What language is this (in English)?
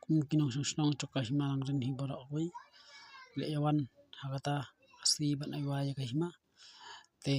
Khasi